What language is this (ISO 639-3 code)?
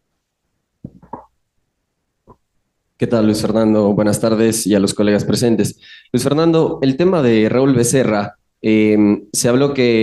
spa